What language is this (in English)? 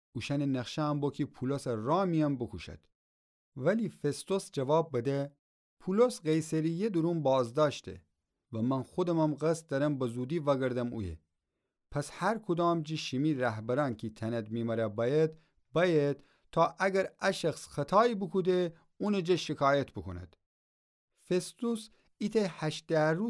Gilaki